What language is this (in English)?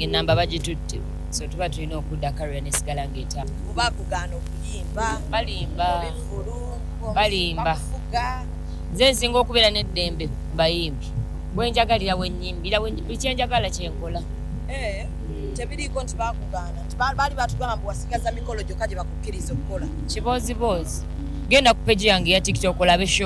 Ganda